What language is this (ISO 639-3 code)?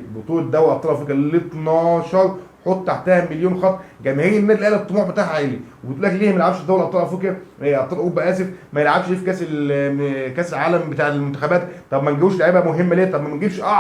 arz